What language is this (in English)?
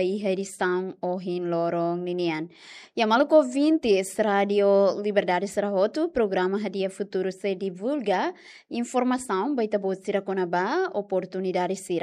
Tetum